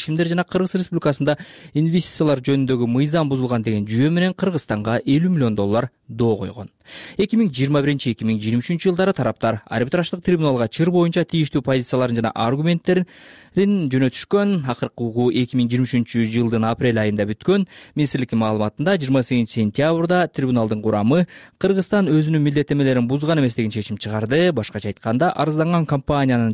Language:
Kyrgyz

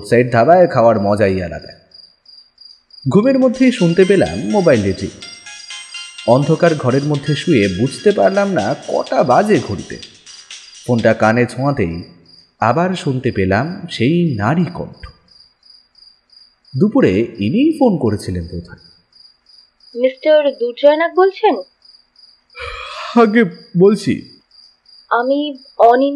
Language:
Bangla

